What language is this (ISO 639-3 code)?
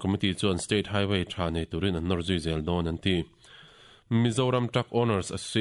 lus